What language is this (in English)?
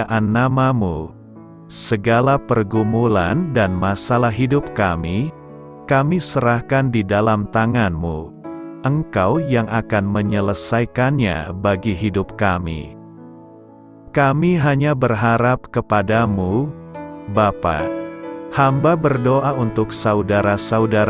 Indonesian